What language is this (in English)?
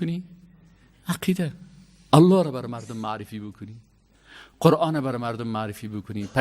Persian